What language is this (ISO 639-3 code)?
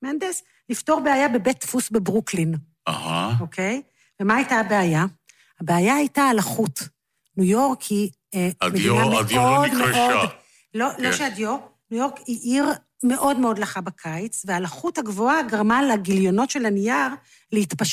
heb